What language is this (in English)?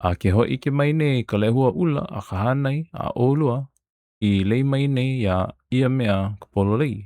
Hawaiian